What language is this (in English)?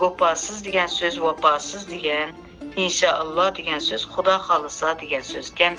Uyghur